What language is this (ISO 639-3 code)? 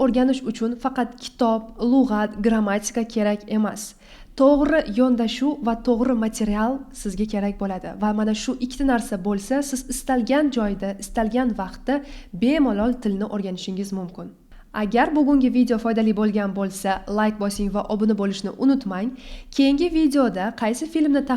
uzb